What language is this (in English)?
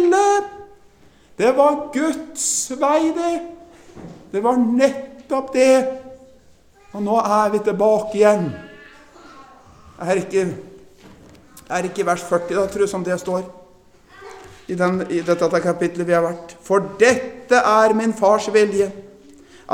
Norwegian